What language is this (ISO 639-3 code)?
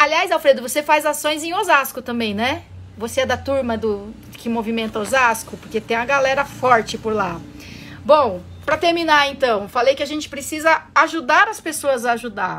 por